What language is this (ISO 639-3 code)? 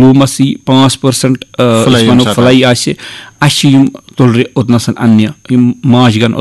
kas